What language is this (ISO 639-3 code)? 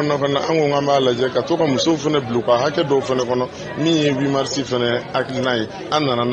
bam